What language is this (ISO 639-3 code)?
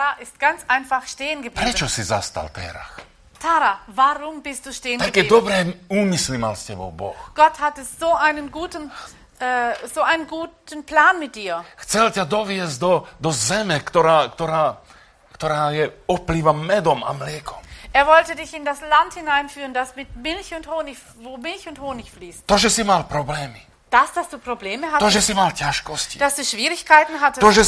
slk